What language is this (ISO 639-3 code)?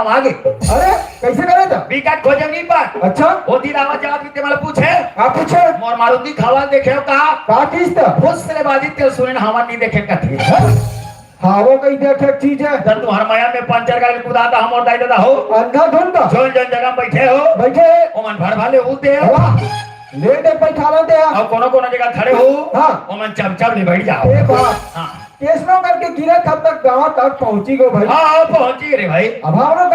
hne